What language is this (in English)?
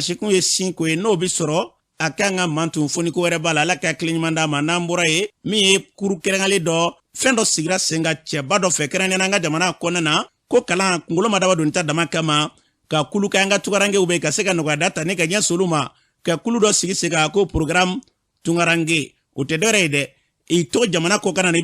Bambara